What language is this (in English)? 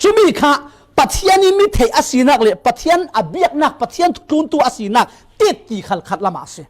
Falam Chin